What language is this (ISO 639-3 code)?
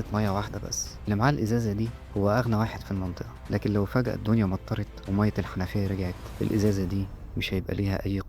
arz